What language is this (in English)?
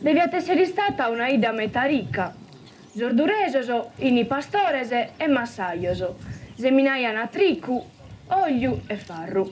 Sardinian